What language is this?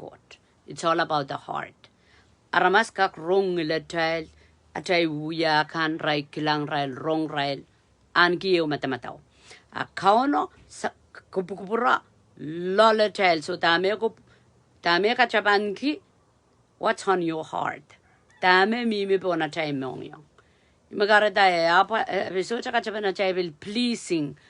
Pohnpeian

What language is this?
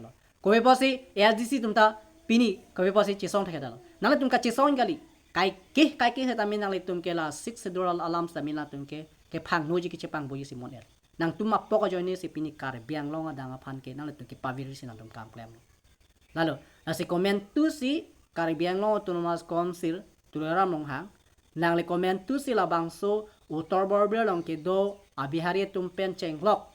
Karbi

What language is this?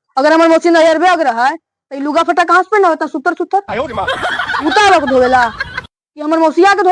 Magahi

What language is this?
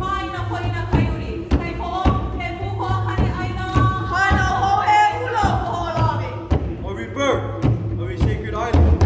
Hawaiian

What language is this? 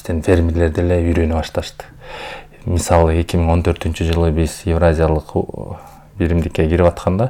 Kyrgyz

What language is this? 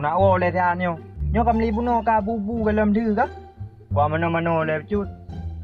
Achinese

